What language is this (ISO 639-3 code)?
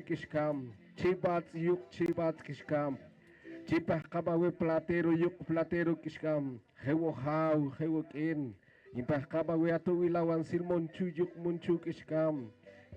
poh